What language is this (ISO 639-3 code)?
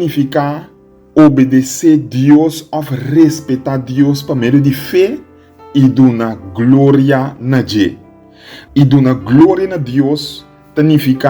pap